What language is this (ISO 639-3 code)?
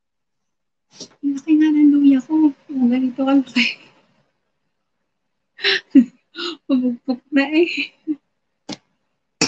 fil